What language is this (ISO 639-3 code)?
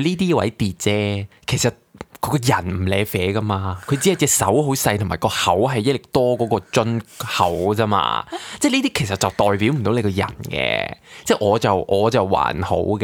yue